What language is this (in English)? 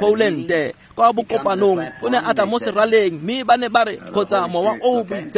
Tswana